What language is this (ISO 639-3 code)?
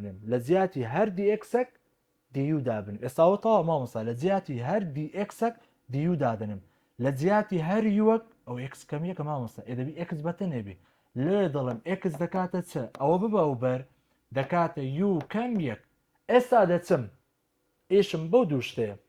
ckb